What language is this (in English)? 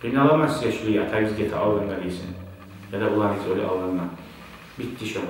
Kumyk